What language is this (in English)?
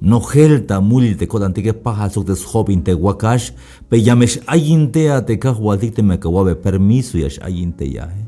Tzeltal